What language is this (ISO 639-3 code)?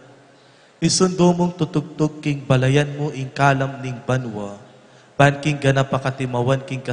pam